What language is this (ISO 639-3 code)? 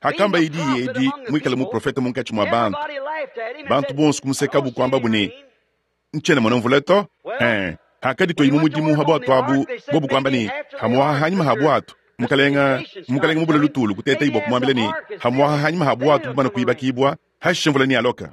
lua